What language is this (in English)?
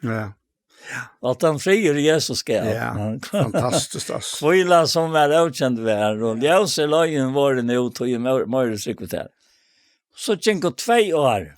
Faroese